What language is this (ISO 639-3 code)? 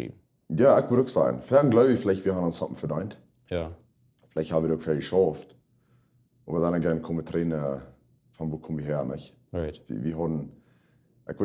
pdt